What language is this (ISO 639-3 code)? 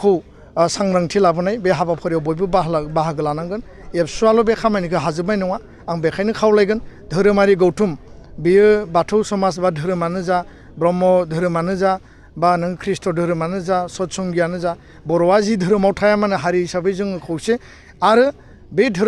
brx